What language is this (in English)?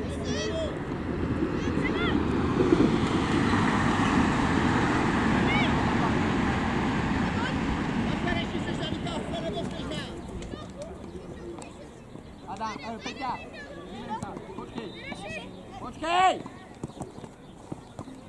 Czech